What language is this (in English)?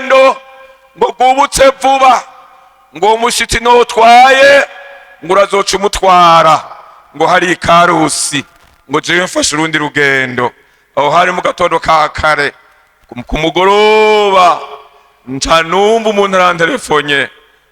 Rundi